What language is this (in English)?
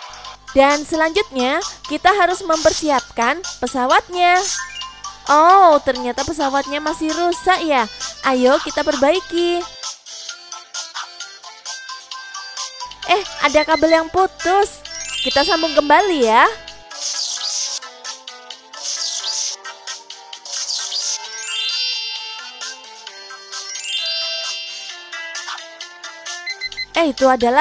Indonesian